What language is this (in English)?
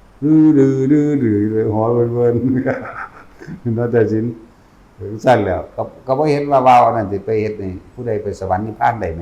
Northeastern Thai